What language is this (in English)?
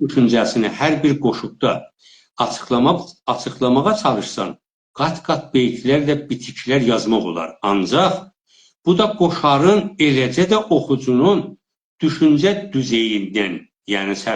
South Azerbaijani